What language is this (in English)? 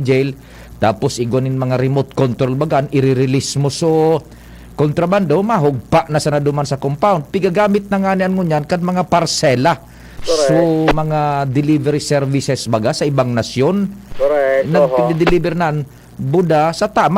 Bikol